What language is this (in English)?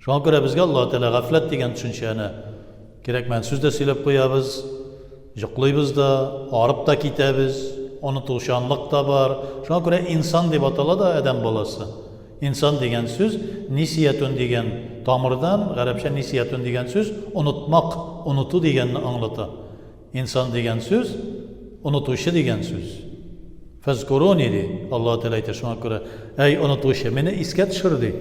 Tatar